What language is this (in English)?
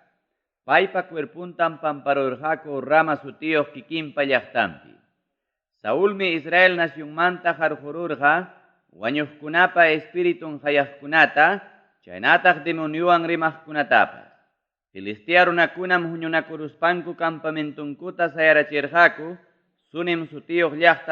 Ayacucho Quechua